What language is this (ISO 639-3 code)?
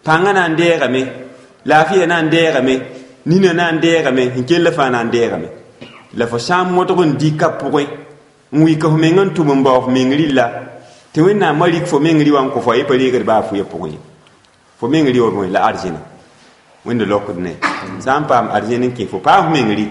mos